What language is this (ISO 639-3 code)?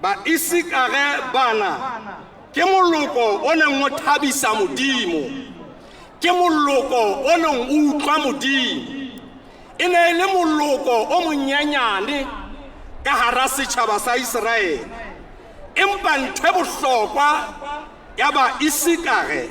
sot